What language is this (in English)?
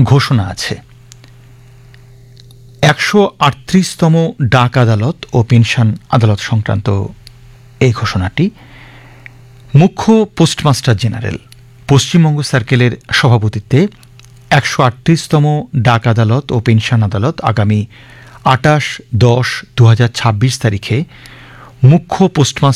Bangla